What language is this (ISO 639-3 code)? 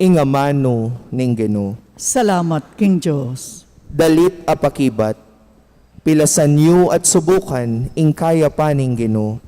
pam